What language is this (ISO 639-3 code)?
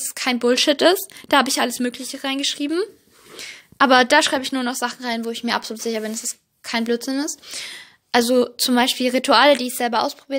deu